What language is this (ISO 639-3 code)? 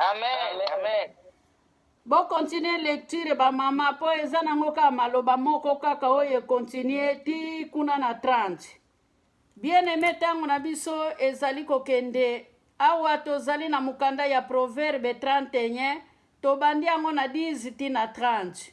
lin